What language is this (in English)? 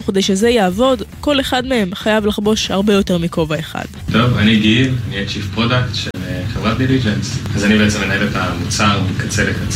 Hebrew